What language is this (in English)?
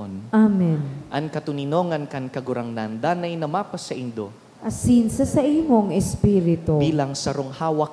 Bikol